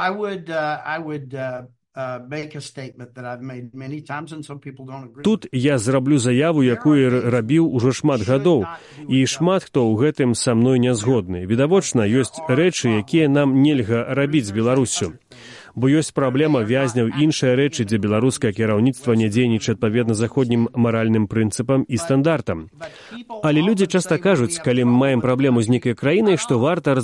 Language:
Belarusian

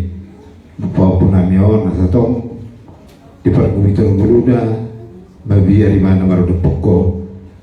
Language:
Batak Toba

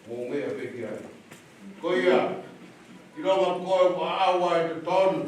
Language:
Tongan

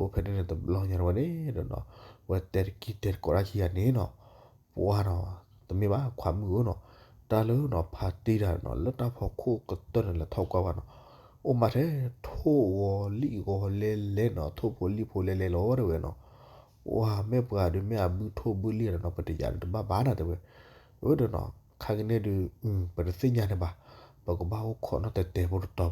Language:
S'gaw Karen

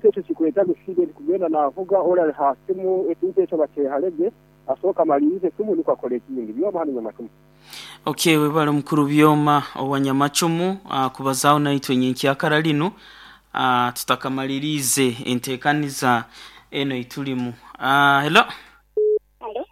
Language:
Nyoro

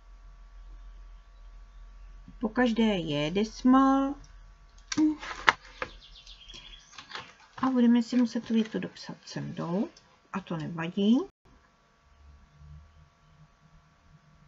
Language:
Czech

